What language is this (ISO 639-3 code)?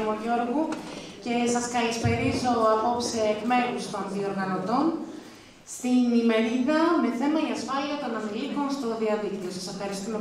ell